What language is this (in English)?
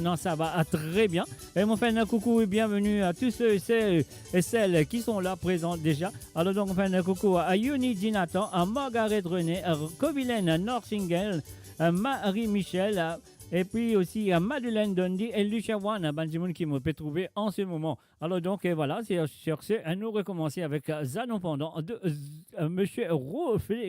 Morisyen